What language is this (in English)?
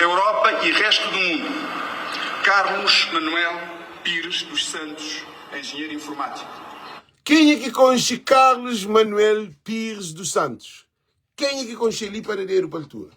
Kabuverdianu